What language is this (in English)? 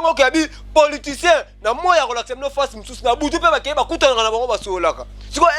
Lingala